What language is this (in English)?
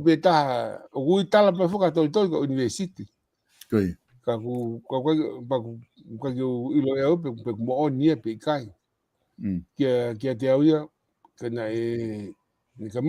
Tongan